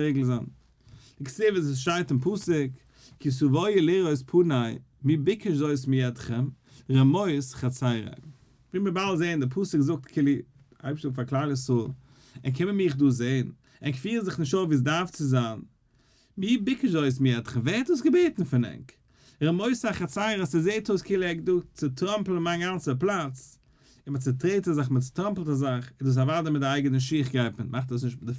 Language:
Yiddish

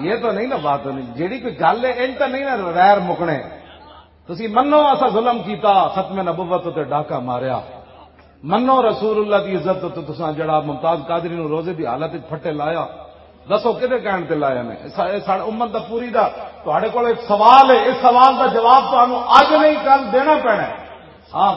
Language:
Western Panjabi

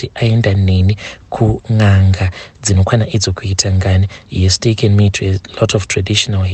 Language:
Shona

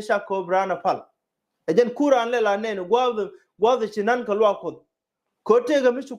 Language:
Nuer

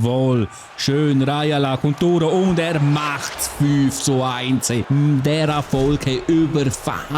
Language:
Swiss German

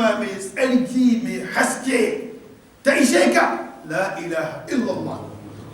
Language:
Hausa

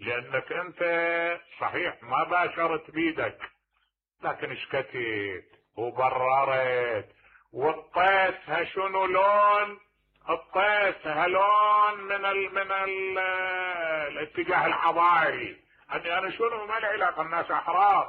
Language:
Mesopotamian Arabic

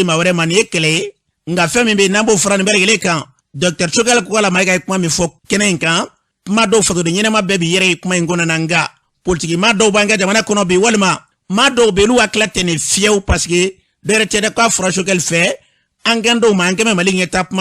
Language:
Bambara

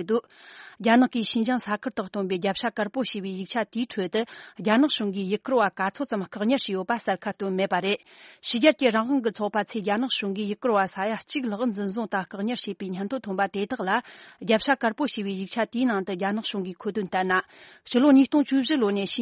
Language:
Tibetan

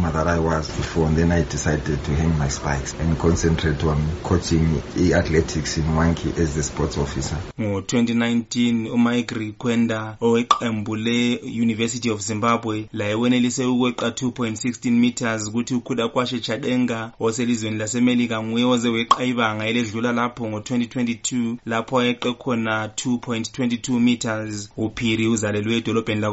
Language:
North Ndebele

